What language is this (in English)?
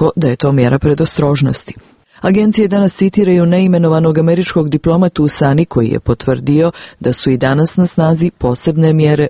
Croatian